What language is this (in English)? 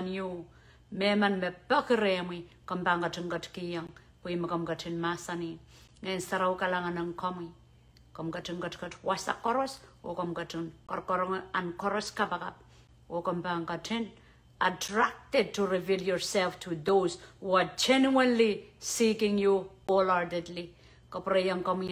Pohnpeian